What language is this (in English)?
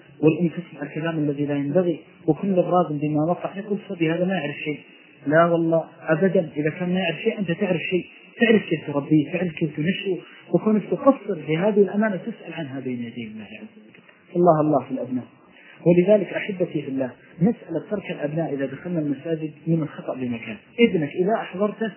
Arabic